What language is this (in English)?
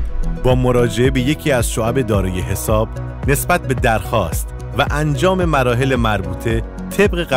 Persian